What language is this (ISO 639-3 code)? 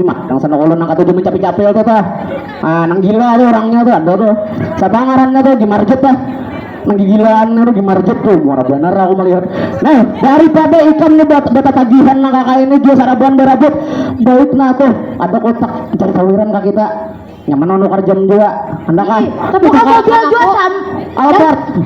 bjn